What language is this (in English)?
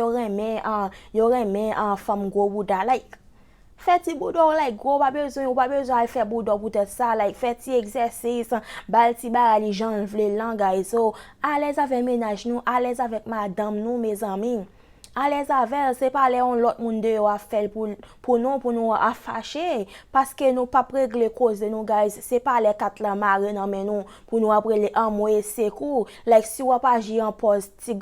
Haitian Creole